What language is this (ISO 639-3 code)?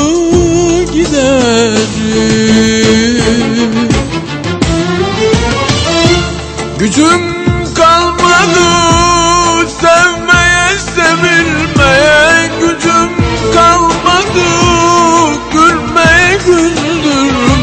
tur